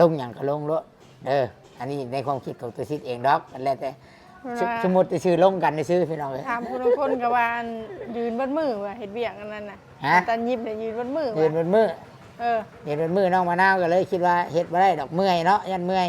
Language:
Northeastern Thai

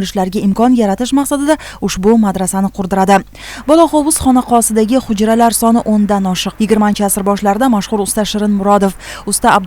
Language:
Uzbek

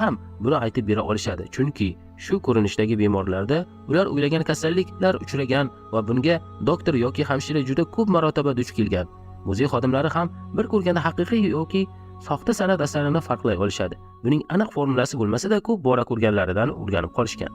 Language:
Uzbek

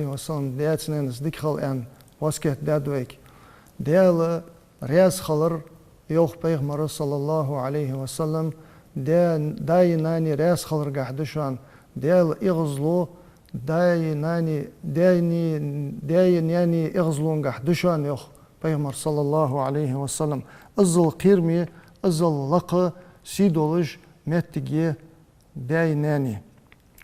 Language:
Ingush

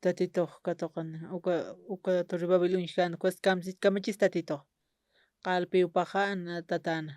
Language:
Aymara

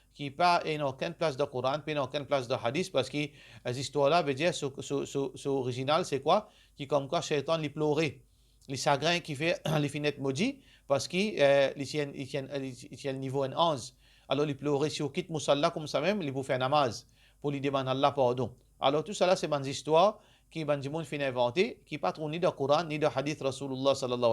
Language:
Morisyen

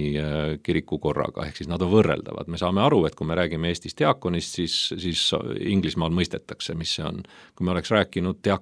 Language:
Estonian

